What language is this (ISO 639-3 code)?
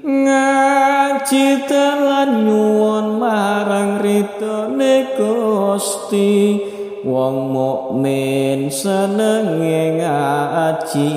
jav